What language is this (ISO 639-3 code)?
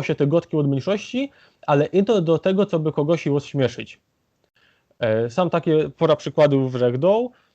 szl